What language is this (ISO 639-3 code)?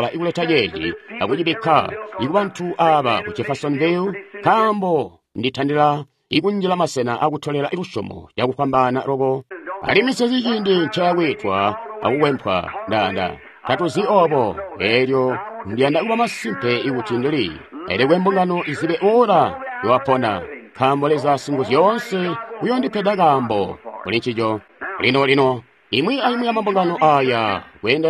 toi